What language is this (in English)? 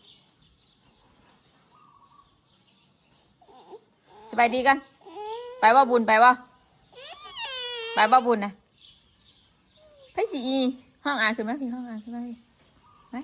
Northeastern Thai